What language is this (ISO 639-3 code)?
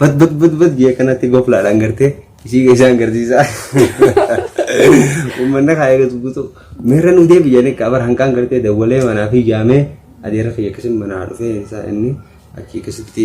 orm